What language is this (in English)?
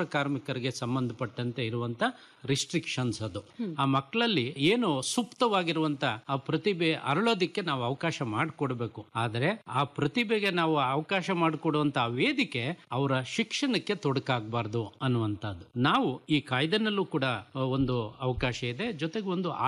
Kannada